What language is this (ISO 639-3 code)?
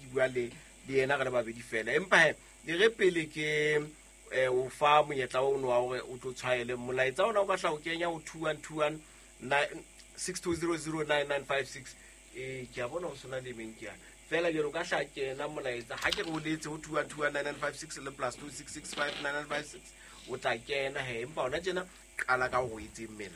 sot